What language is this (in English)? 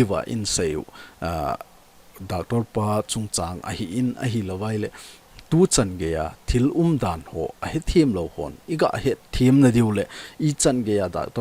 Thado Chin